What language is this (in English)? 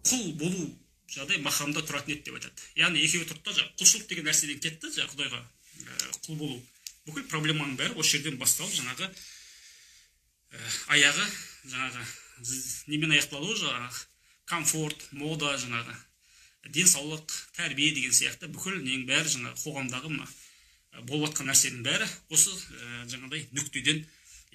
Kazakh